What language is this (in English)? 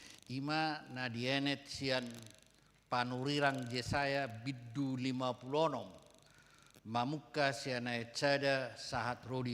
Batak Toba